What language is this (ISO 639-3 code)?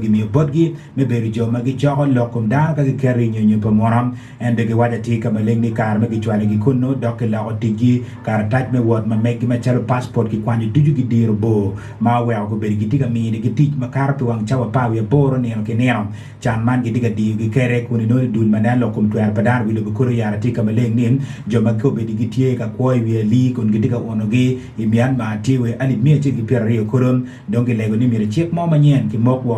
ach